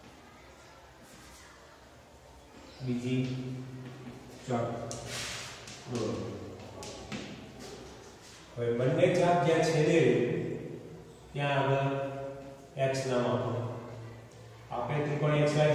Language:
Gujarati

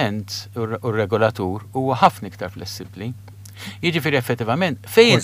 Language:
Maltese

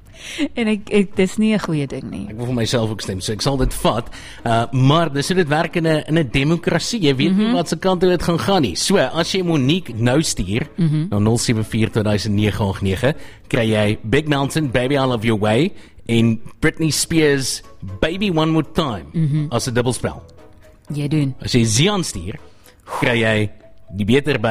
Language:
Afrikaans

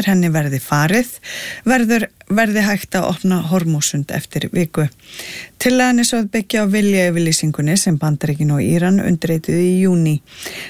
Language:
Icelandic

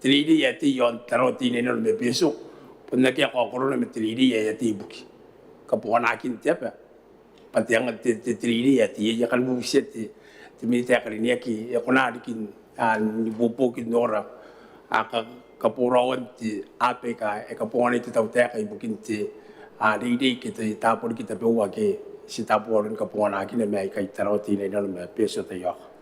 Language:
Gilbertese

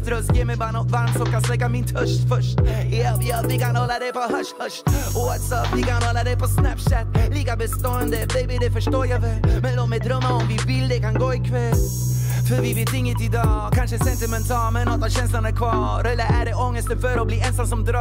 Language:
Swedish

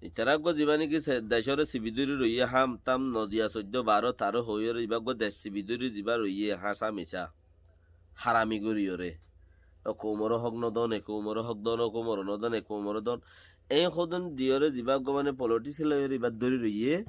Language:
Rohingya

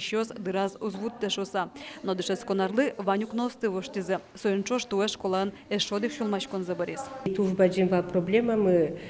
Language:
Udmurt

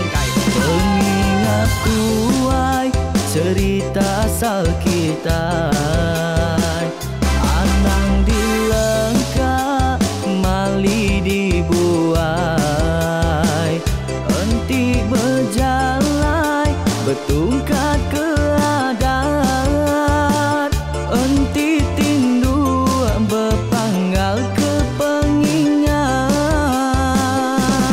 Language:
Iban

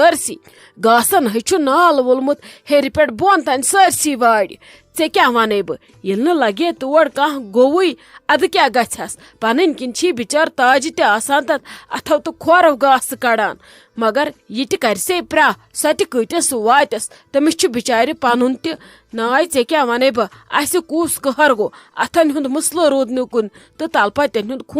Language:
Kashmiri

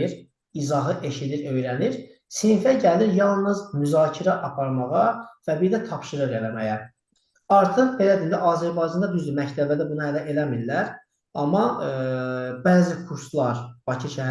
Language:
Azerbaijani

